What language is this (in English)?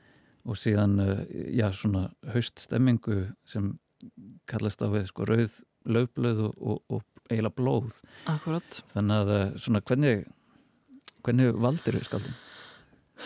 Icelandic